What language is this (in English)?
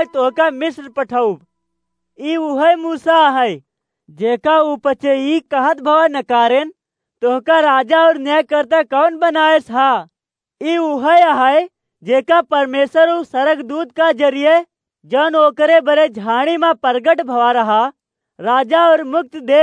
Awadhi